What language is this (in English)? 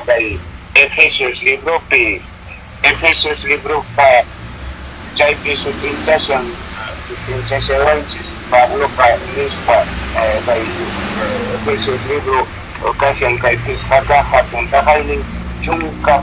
Quechua